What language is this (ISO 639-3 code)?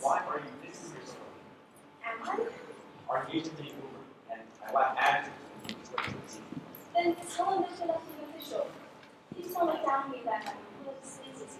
haw